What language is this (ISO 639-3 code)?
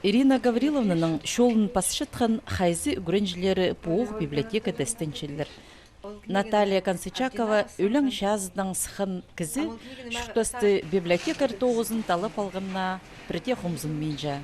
kjh